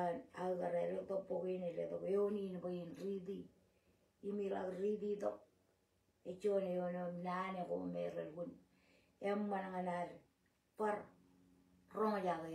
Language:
Marshallese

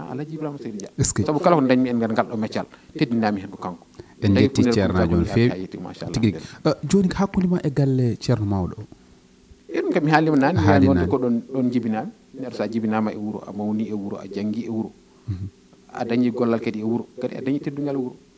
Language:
Fula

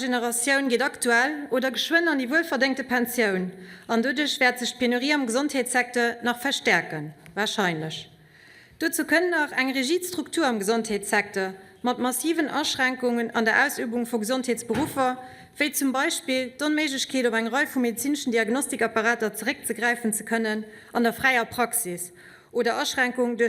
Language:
Luxembourgish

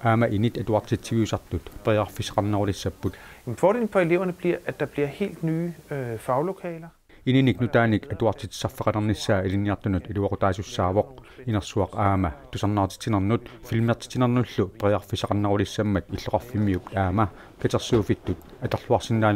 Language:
Kalaallisut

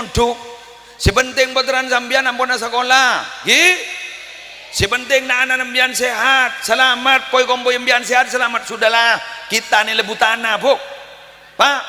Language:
Madurese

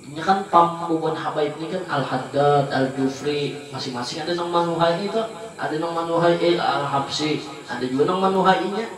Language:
Banjar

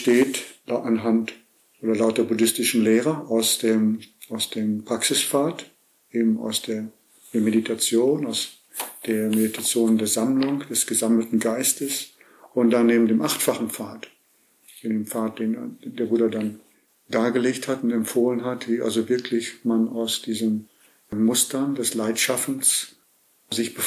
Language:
German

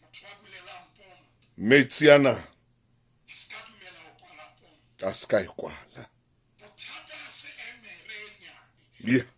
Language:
Southern Sotho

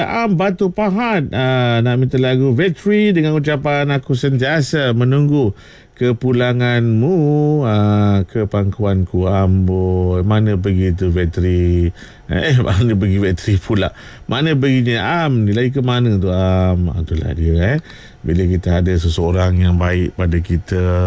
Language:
Malay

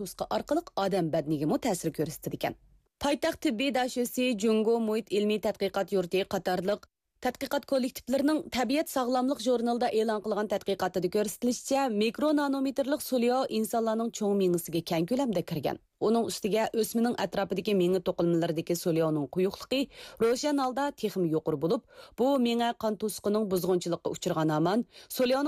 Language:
Uyghur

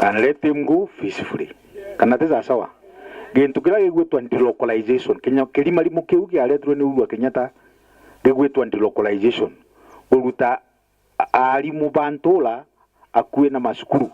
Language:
Meru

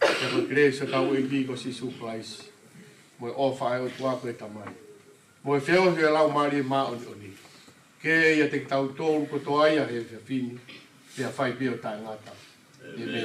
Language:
Tongan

